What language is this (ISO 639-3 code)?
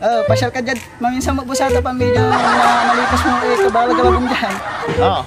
pag